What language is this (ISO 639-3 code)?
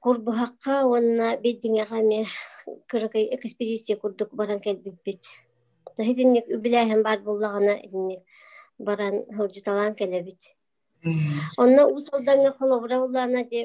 sah